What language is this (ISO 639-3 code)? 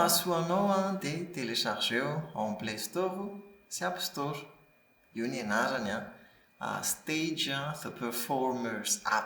mlg